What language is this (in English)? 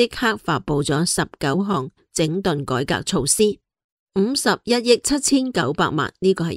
Cantonese